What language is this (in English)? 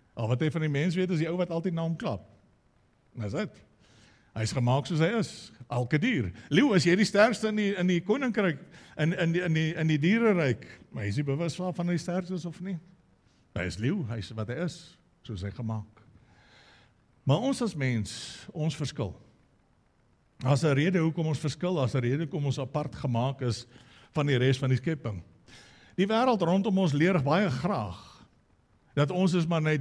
Afrikaans